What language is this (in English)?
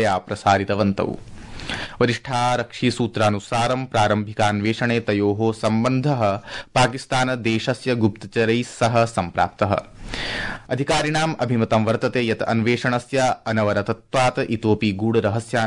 Sanskrit